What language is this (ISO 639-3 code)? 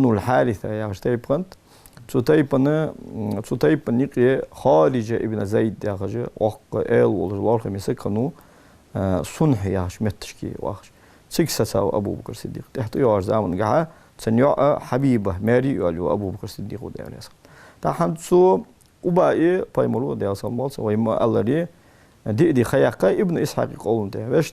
inh